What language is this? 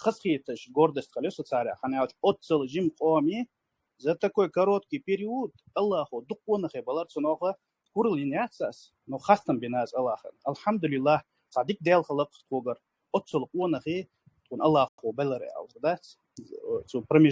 Chechen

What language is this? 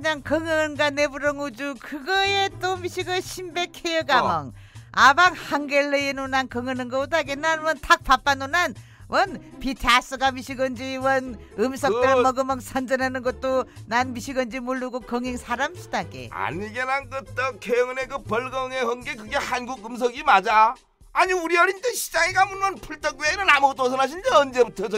Korean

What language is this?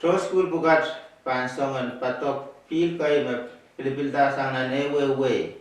Pohnpeian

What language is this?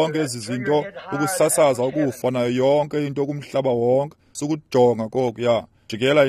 Xhosa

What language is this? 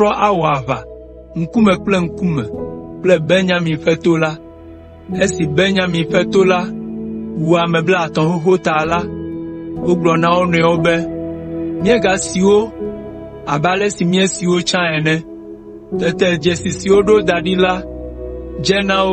Ewe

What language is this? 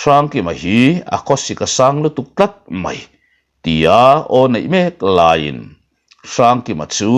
Mizo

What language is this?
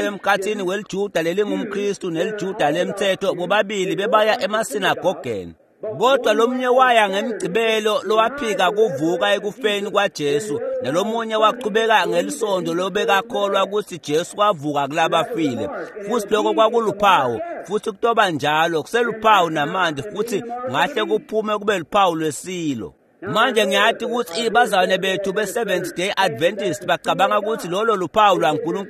Swati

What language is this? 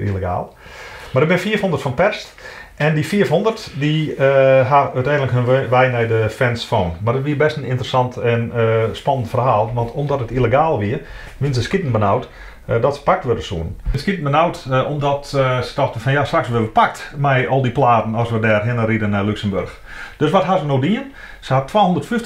Western Frisian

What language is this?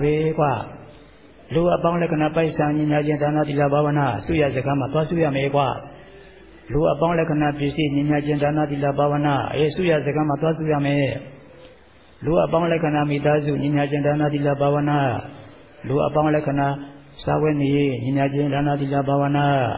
Burmese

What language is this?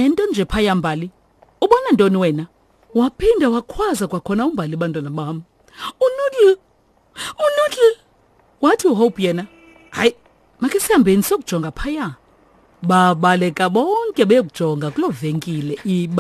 Xhosa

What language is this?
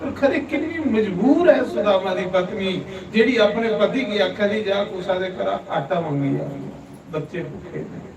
Dogri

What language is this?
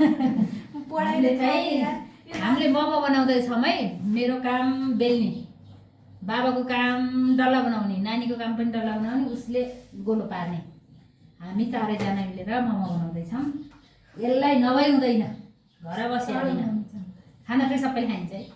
Nepali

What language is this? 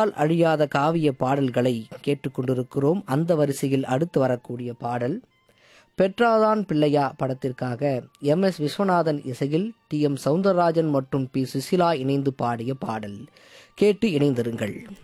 Tamil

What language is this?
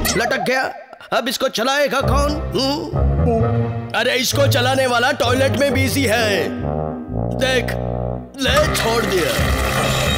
Hindi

